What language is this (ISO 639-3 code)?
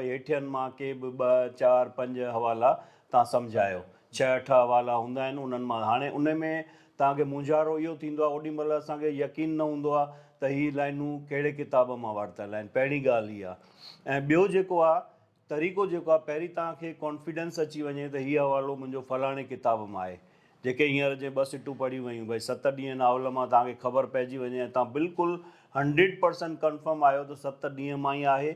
snd